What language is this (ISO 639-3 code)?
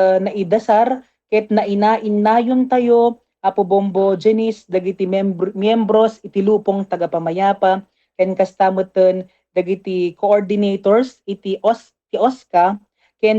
ilo